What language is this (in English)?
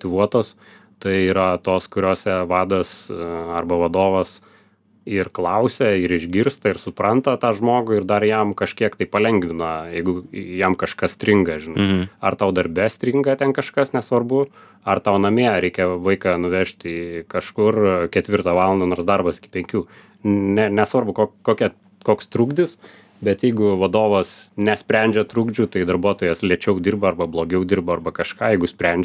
Lithuanian